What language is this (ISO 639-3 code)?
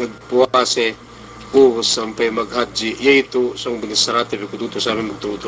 yka